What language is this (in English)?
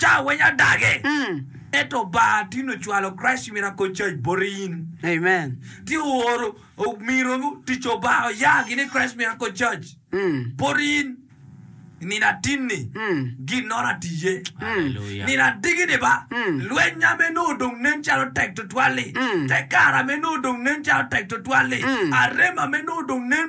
Acoli